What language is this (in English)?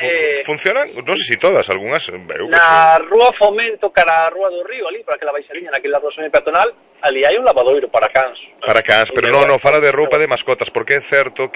Galician